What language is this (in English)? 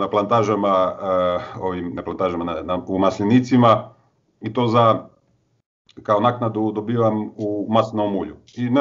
Croatian